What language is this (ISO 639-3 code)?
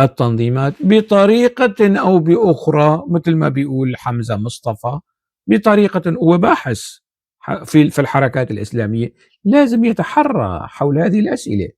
apc